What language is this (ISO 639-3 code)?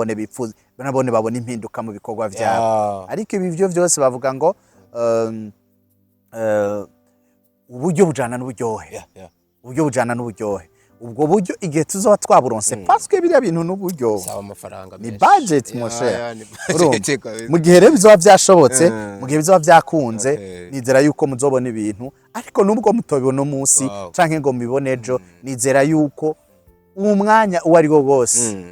run